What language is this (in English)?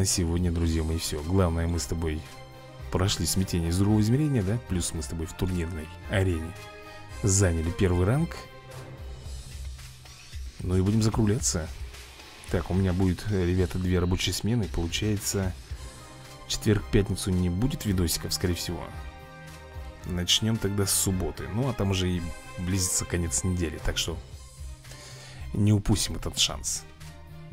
Russian